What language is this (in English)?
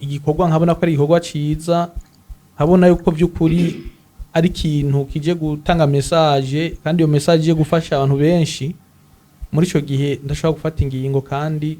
Rundi